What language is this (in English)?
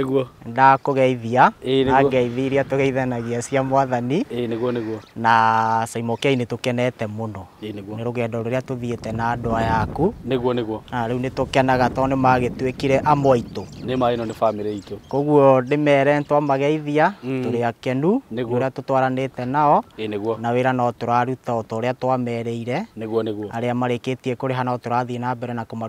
Kikuyu